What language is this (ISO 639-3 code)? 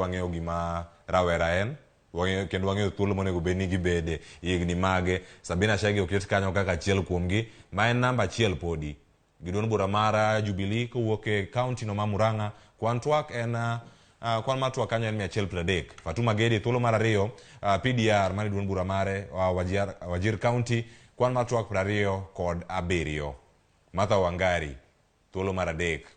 luo